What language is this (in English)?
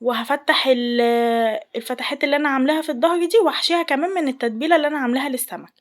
Egyptian Arabic